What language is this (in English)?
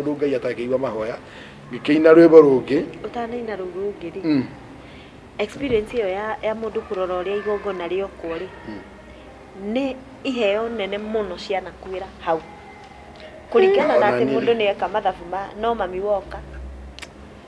Kikuyu